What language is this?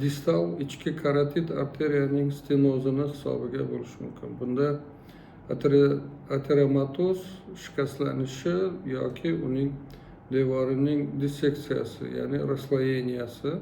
Uzbek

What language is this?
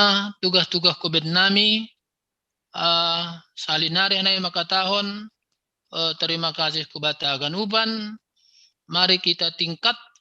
Batak Simalungun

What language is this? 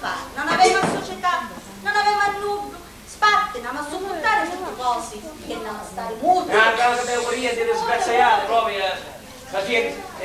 Sicilian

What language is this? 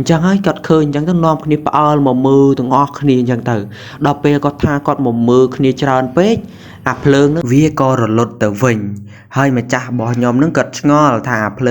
Khmer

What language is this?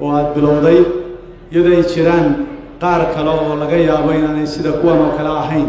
Somali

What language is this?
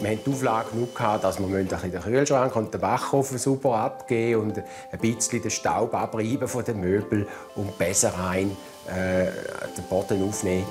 Swiss German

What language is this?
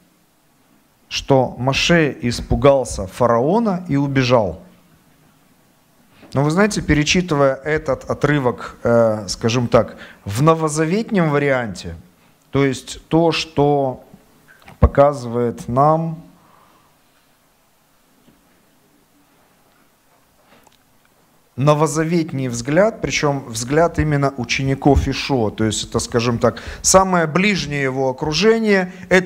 Russian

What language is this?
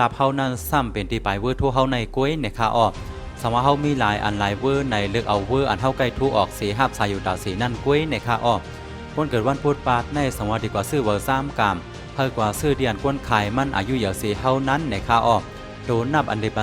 Shan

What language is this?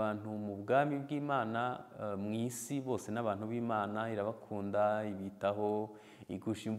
Kinyarwanda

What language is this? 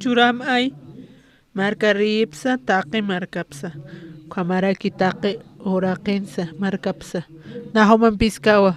Aymara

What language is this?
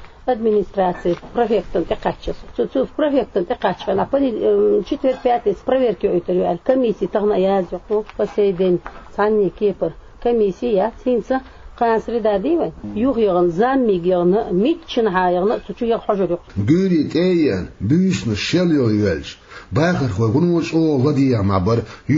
Chechen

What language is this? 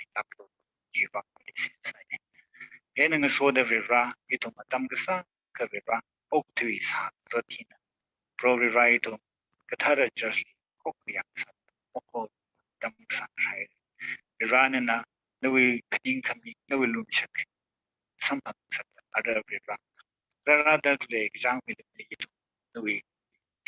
Tangkhul Naga (India)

